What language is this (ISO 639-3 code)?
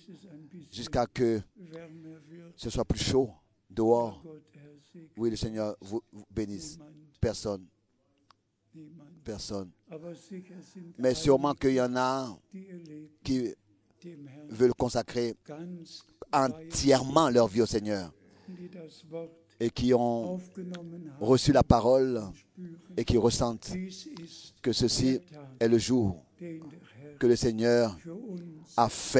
fra